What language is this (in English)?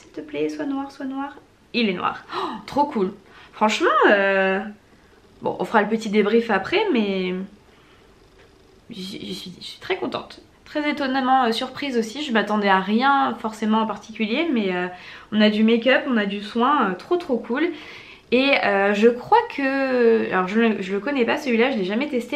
French